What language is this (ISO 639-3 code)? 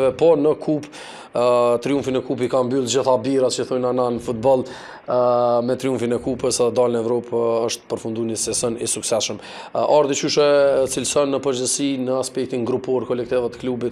sqi